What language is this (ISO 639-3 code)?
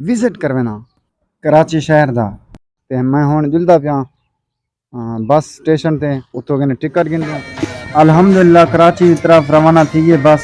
skr